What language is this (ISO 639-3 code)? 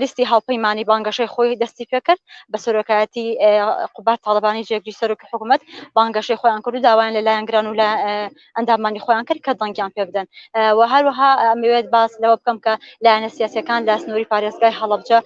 ckb